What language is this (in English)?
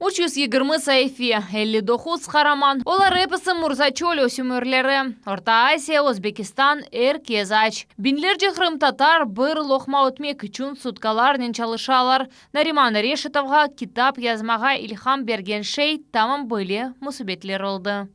Crimean Tatar